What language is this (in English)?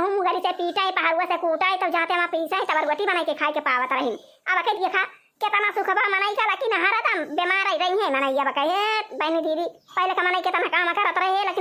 Awadhi